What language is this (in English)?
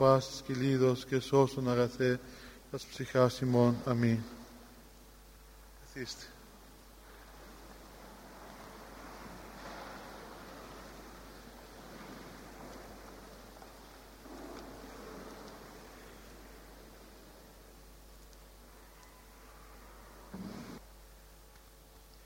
Greek